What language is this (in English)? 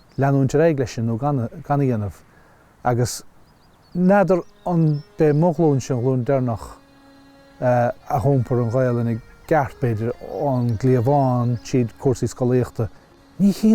Irish